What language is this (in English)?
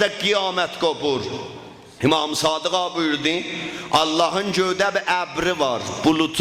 South Azerbaijani